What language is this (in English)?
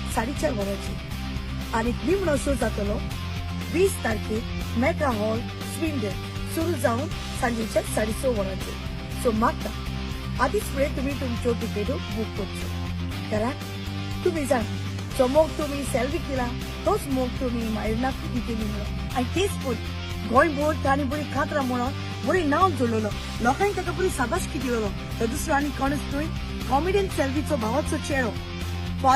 Konkani